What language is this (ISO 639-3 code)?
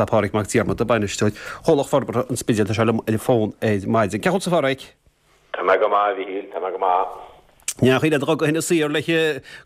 gle